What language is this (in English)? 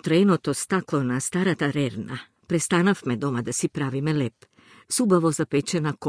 Macedonian